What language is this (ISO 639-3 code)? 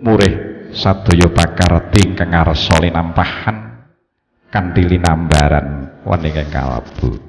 jav